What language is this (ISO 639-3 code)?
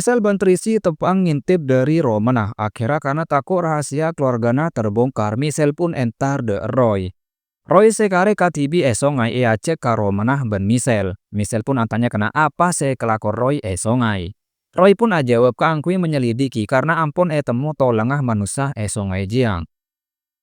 mad